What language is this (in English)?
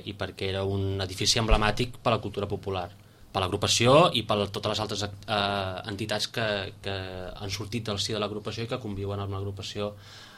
Catalan